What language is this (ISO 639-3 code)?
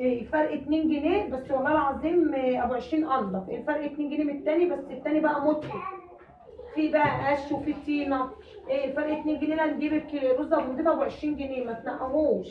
arz